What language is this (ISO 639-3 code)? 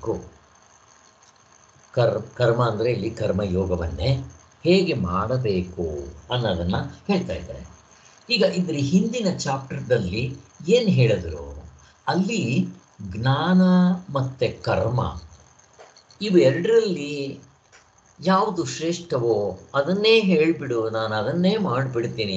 kan